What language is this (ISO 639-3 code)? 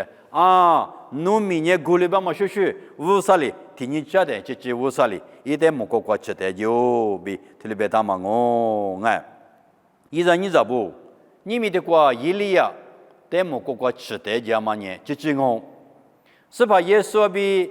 lis